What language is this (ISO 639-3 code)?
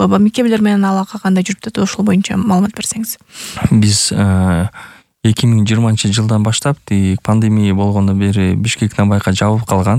kir